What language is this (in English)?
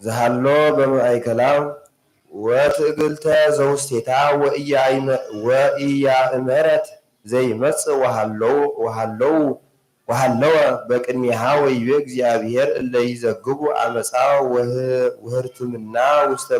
Geez